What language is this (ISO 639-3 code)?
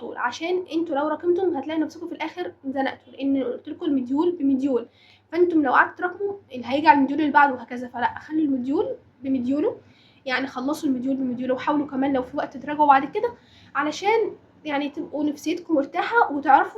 arz